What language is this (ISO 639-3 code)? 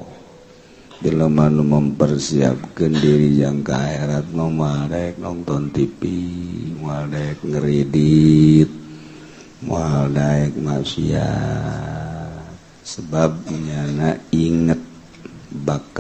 sun